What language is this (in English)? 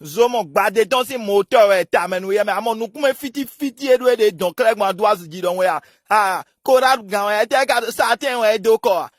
Fon